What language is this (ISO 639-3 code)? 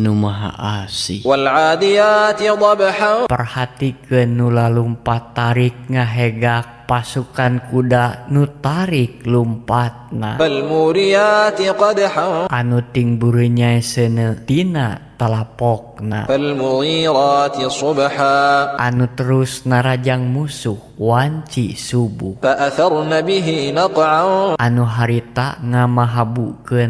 sun